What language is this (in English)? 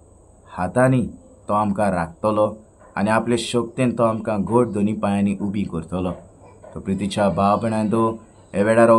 Konkani